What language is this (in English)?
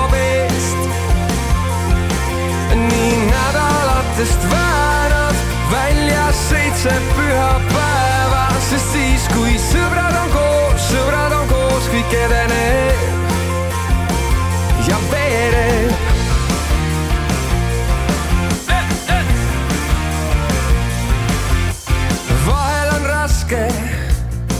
Estonian